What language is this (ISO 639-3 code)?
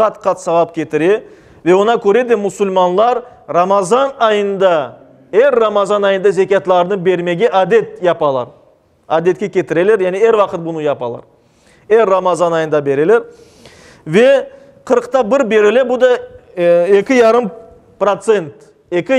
crh